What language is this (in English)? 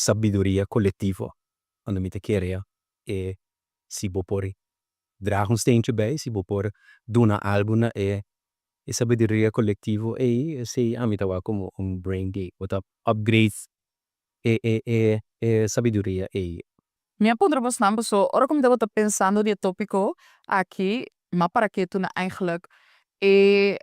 Papiamento